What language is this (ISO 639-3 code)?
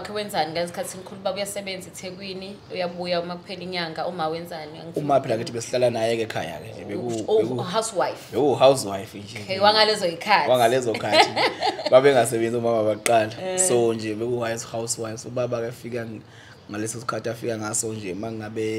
zul